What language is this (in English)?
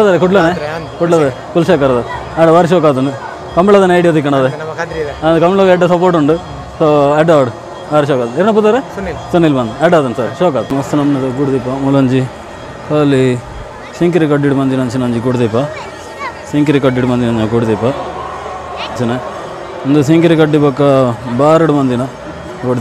Tulu